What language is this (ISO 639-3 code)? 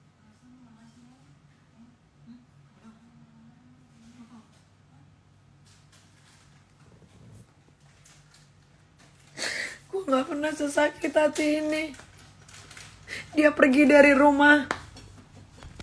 ind